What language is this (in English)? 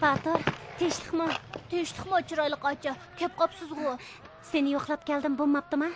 Uyghur